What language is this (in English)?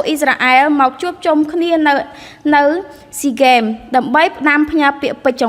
Khmer